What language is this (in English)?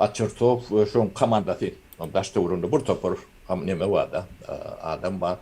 Turkmen